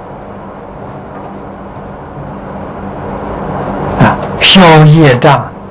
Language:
Chinese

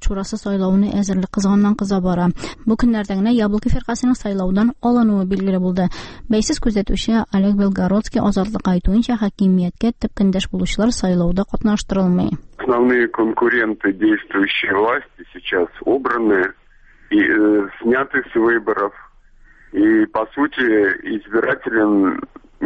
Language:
Tatar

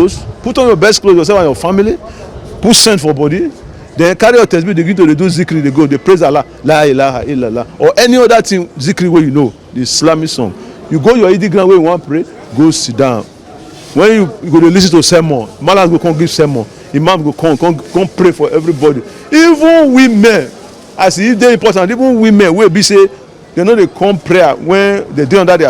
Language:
Nigerian Pidgin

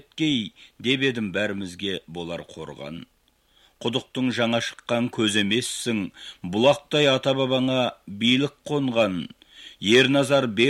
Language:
Kazakh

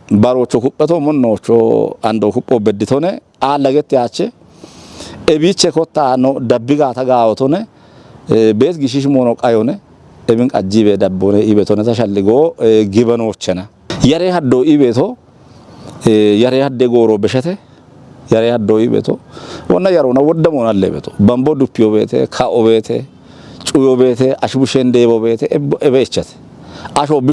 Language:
Kafa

